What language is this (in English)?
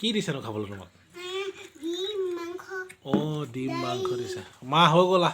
Assamese